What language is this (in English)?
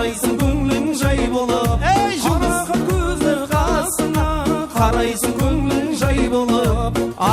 Kara-Kalpak